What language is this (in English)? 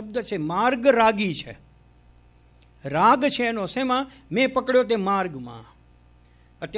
Gujarati